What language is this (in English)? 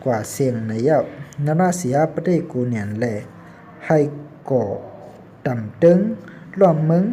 Shan